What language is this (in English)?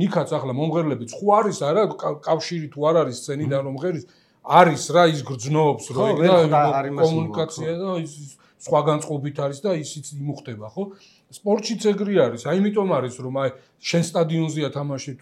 Georgian